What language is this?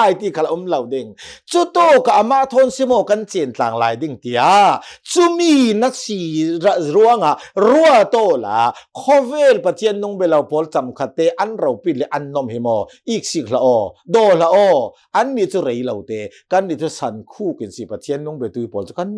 Hakha Chin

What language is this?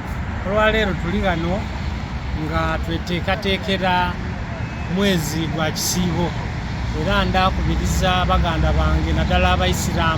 Soga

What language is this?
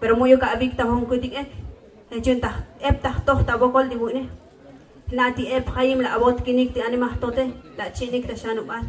Tzotzil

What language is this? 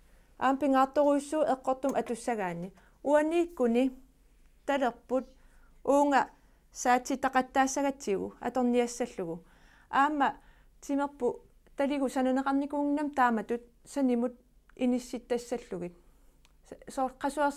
Kalaallisut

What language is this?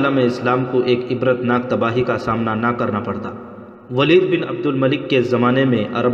Urdu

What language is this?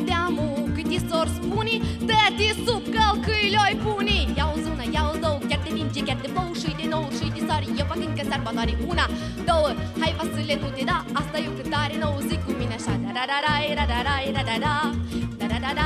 Romanian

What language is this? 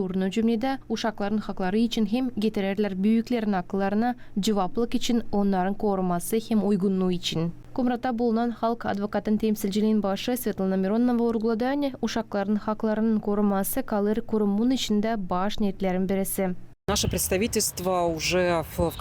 Gagauz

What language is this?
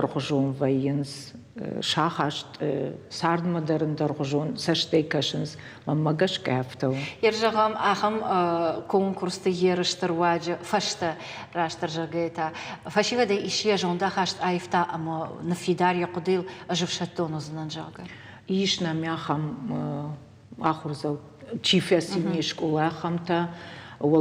Ossetic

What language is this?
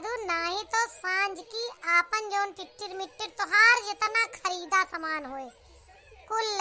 Awadhi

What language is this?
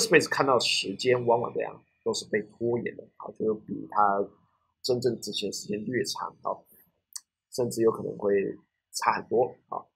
Chinese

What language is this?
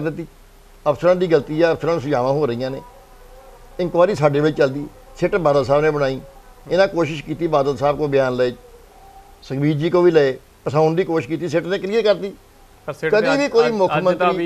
Punjabi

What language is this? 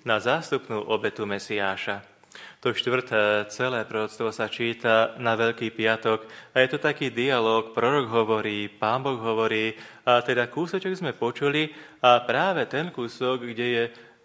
Slovak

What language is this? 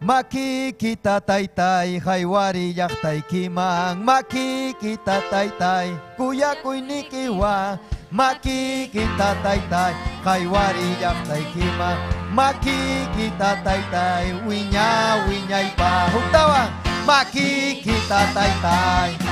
Ayacucho Quechua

